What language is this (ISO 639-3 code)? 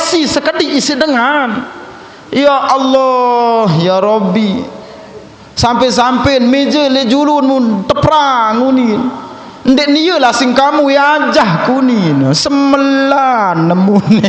sas